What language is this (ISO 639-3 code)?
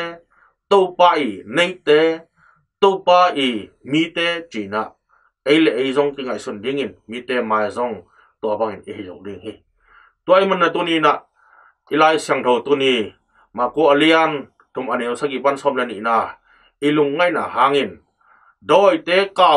ctd